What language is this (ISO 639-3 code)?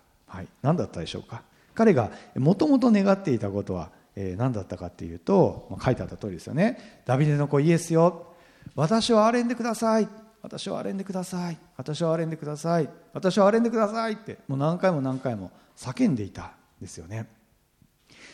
jpn